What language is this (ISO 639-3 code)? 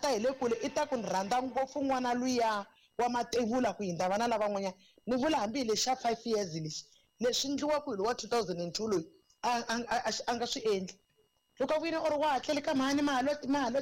tso